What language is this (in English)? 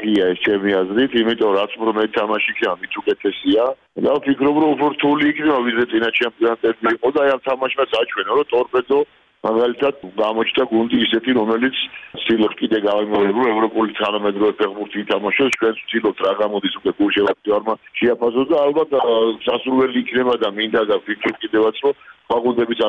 Georgian